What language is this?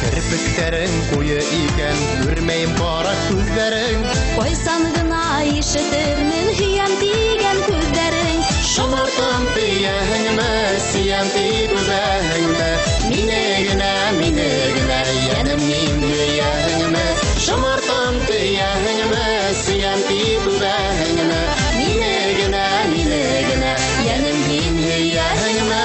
Bashkir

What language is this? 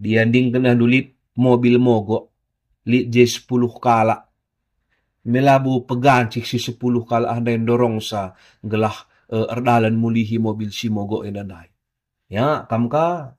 Batak Karo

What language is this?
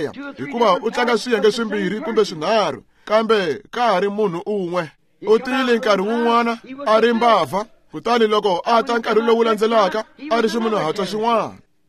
Tsonga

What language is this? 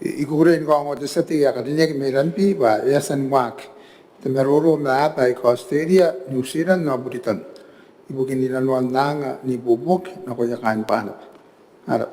Gilbertese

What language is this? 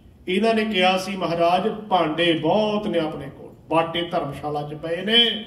Punjabi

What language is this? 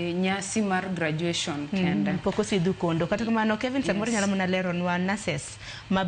Luo (Kenya and Tanzania)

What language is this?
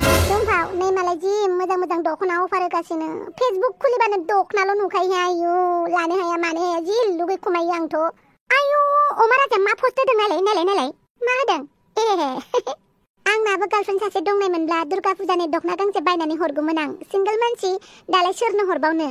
Bodo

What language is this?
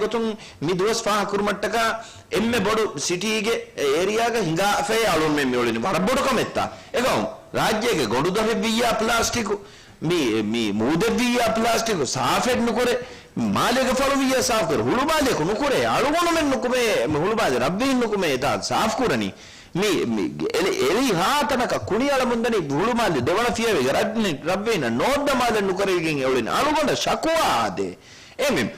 Divehi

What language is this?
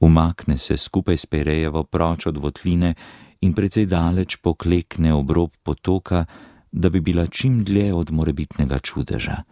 Slovenian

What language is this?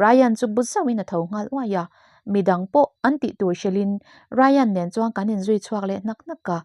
Mizo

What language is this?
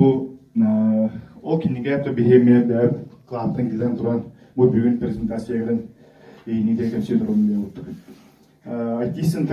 Yakut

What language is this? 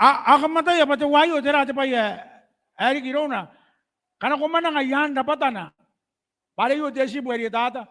Gilbertese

